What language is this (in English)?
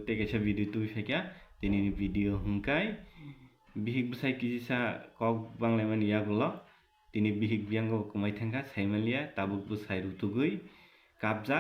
Kok Borok